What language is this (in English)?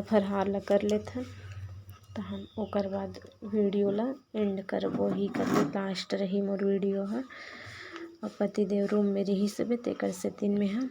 Chhattisgarhi